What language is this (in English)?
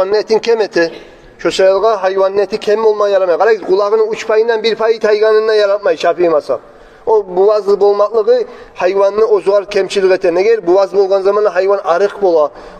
Kumyk